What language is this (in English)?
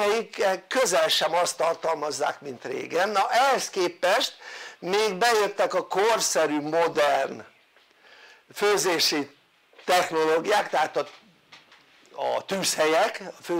Hungarian